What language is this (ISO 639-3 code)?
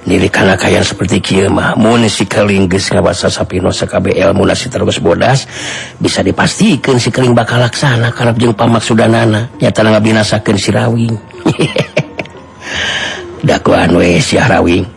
sun